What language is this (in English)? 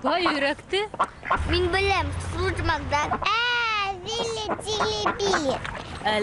Bashkir